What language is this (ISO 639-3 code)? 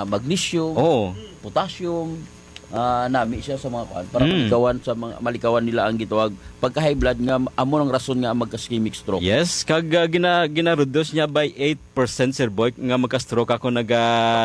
hil